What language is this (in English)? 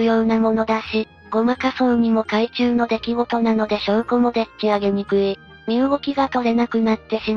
Japanese